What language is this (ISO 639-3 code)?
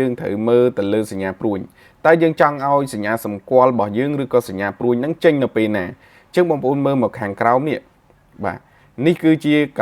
khm